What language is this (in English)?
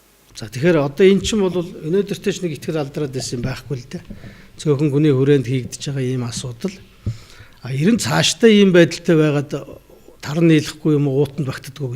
Mongolian